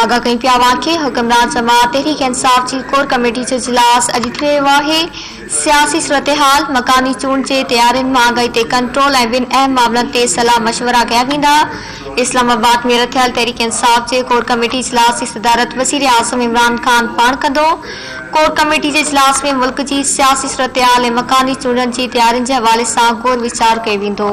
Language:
Sindhi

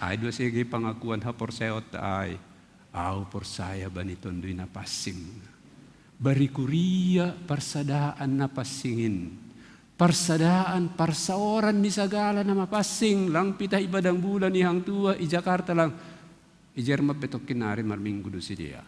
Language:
Batak Simalungun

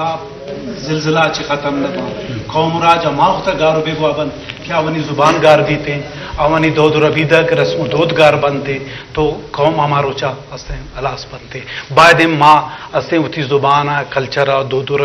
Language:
Eastern Balochi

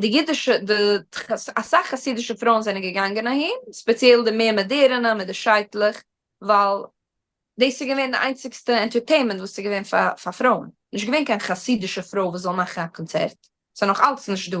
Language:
Yiddish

